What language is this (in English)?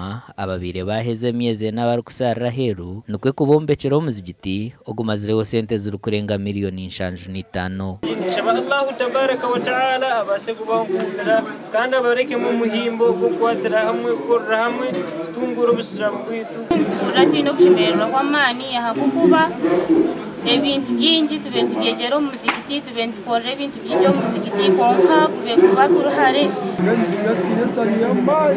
Nyankole